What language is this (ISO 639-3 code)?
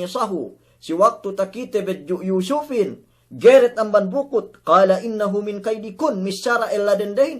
yka